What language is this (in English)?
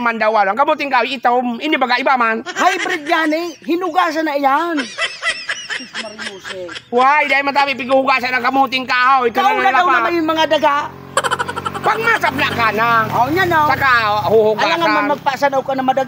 Bikol